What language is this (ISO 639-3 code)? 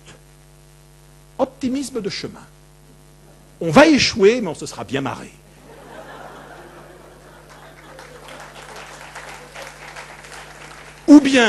fra